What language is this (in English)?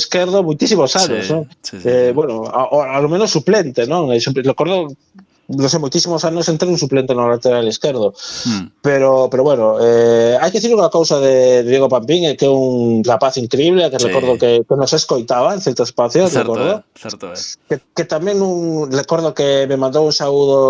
Galician